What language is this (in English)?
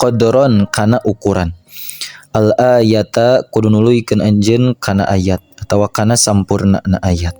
Sundanese